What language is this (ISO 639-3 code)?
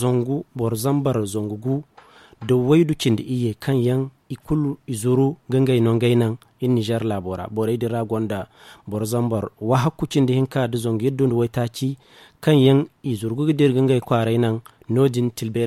dje